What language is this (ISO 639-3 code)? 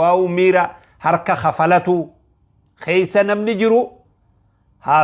orm